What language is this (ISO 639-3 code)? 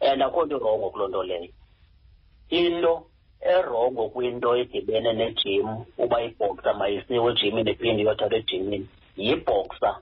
xho